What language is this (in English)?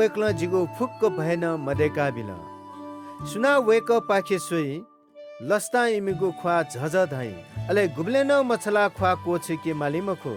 Newari